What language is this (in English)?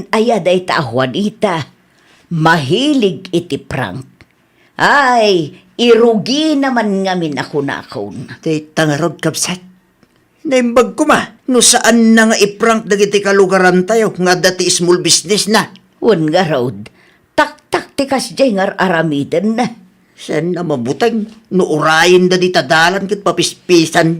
Iloko